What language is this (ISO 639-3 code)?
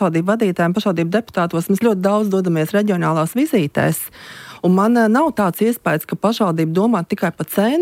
lav